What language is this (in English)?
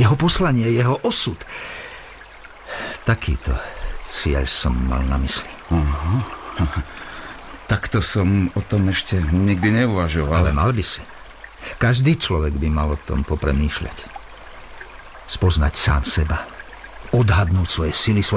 Slovak